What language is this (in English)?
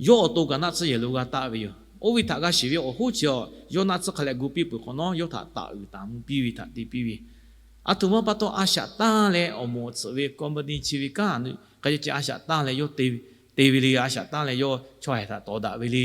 Lahu